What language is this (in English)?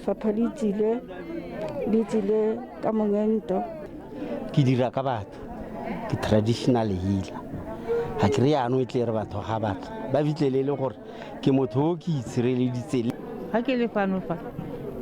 Tswana